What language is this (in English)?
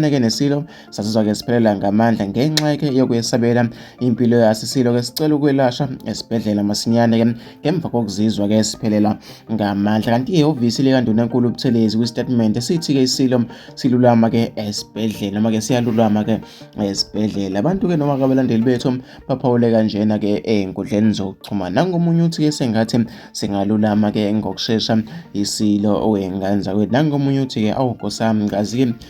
Zulu